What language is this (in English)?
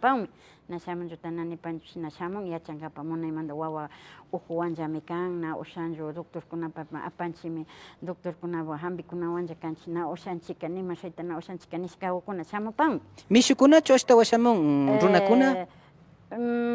Imbabura Highland Quichua